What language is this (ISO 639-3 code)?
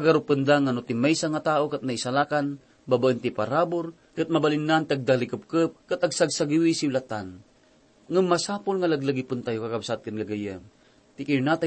ilo